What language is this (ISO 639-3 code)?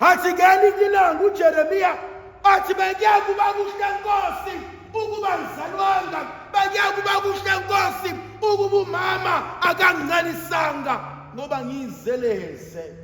zul